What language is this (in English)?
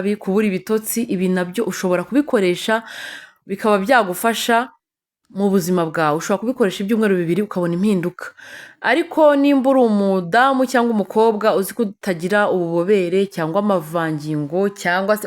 Kinyarwanda